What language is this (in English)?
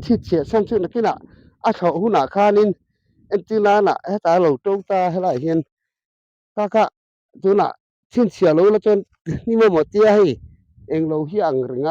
Mizo